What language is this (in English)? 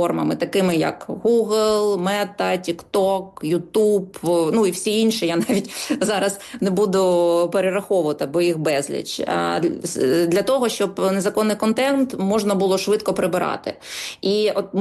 Ukrainian